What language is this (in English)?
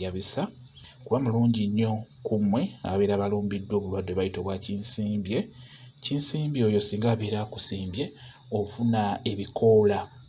Ganda